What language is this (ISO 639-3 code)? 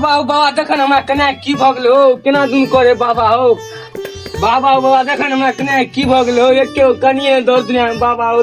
mai